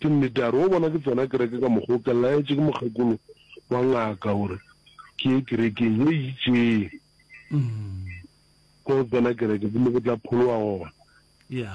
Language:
Northern Sotho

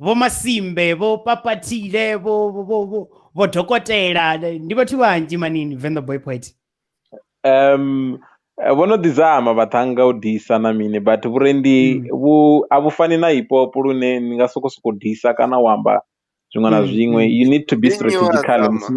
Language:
Venda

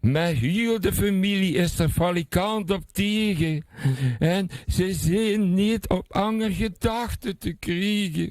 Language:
Limburgish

